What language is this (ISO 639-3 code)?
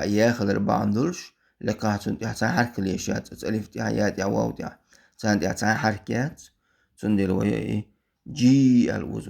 che